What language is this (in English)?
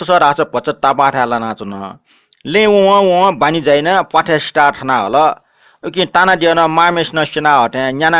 Newari